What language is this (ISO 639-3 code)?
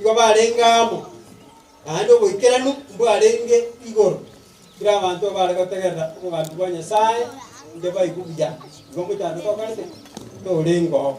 guz